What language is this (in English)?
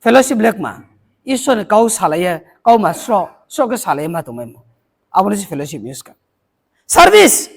Riang (India)